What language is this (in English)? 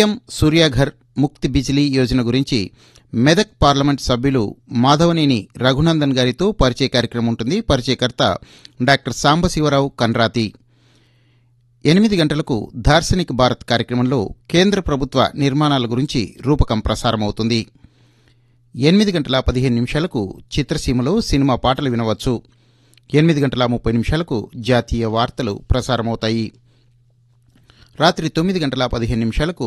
Telugu